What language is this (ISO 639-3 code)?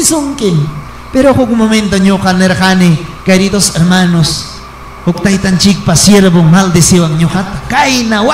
quy